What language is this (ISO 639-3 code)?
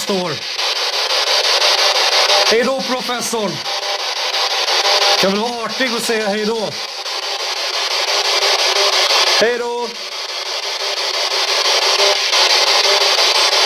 swe